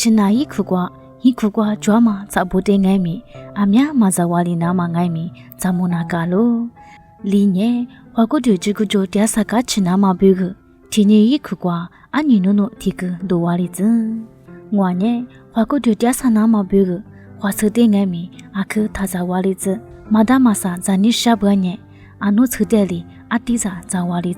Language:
Lisu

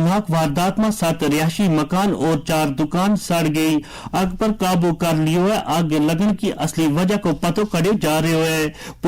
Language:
Gujari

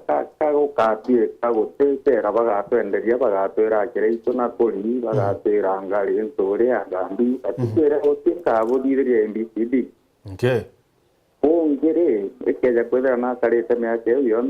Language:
Meru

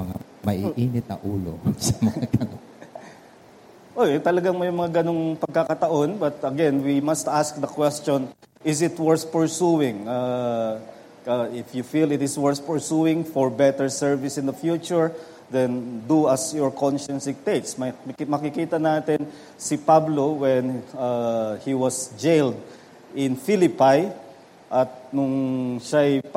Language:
Filipino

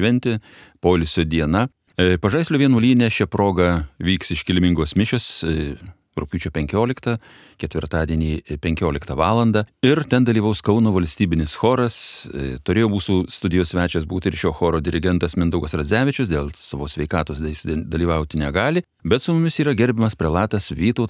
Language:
Lithuanian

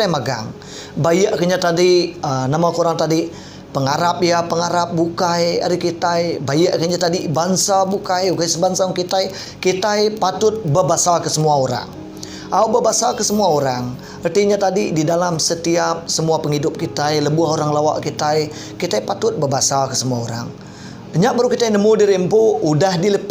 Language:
Iban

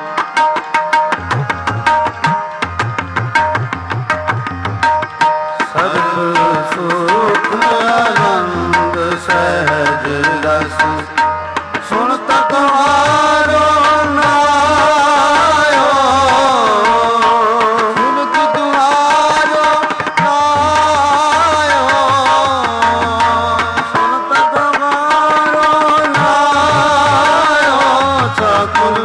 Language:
Punjabi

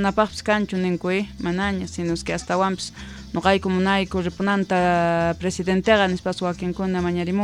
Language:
South Bolivian Quechua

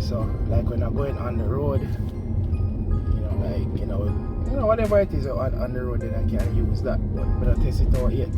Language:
Jamaican Creole English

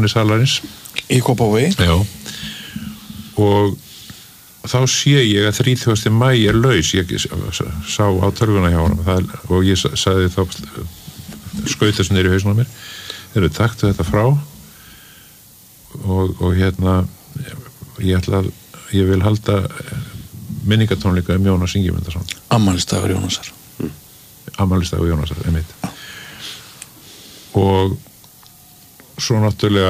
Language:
Icelandic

